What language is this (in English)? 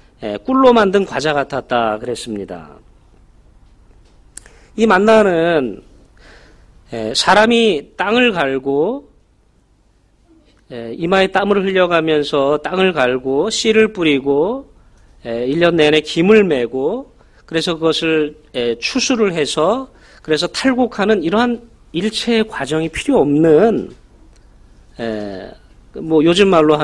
Korean